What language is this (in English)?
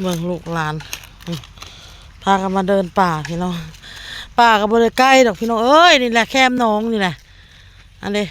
Northeastern Thai